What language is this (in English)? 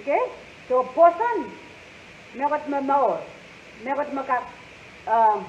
Pohnpeian